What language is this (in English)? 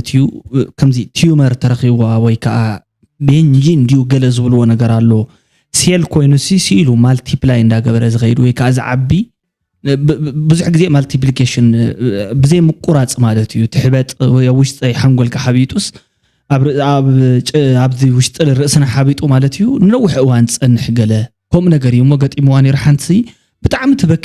Tigrinya